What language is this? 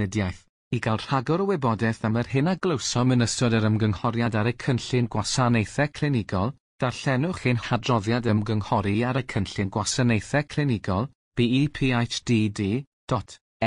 Welsh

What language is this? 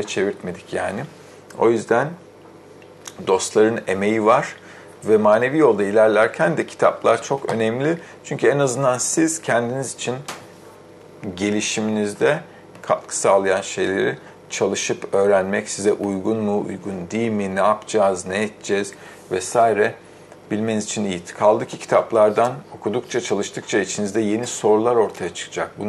Turkish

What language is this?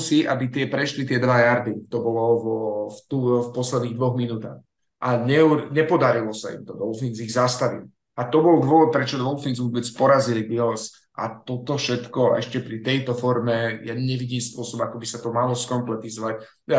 Slovak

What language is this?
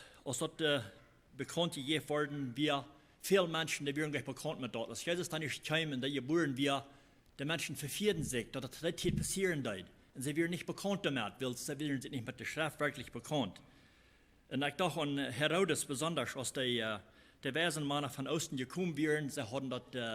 Plautdietsch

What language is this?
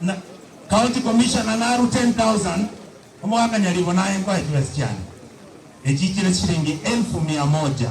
Gusii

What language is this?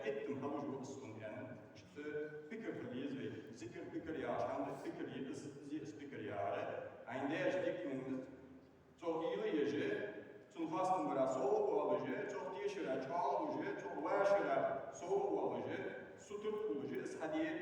Ingush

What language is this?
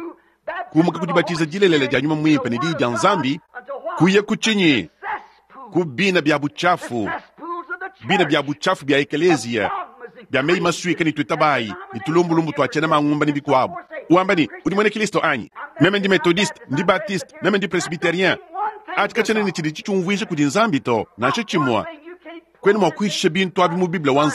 Luba-Lulua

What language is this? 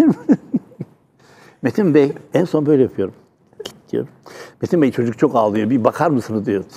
Turkish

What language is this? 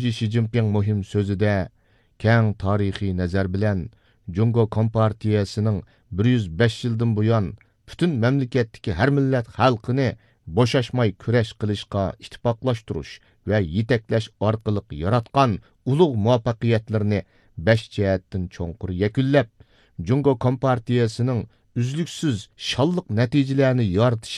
Uyghur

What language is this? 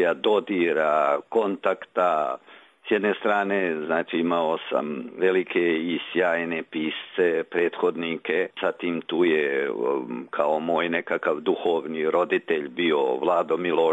Croatian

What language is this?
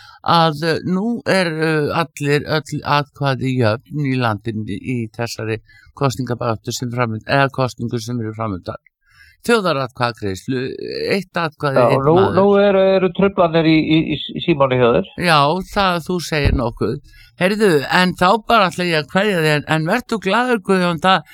Icelandic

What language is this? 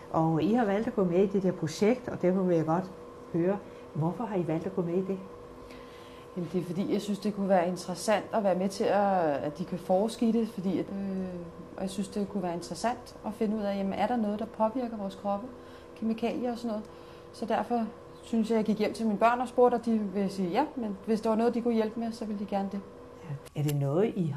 Danish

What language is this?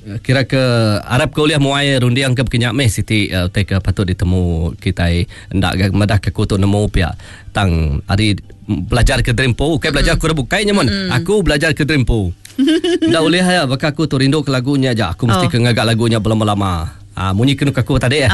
Iban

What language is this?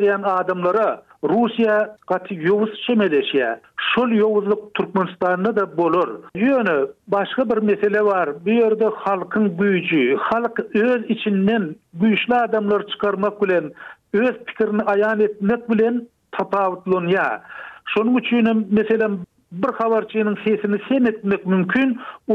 Turkmen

